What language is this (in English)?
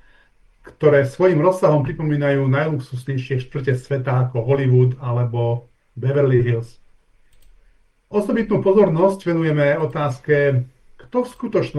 Slovak